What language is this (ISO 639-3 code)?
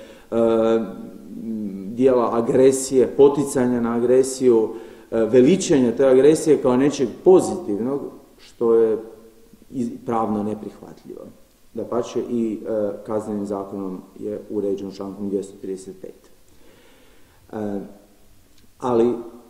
hrv